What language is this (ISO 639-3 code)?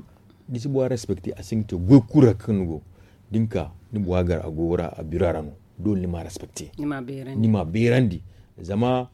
dje